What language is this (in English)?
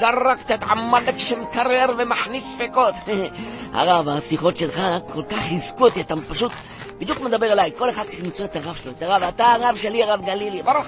Hebrew